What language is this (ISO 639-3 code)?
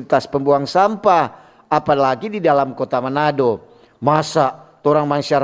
xmm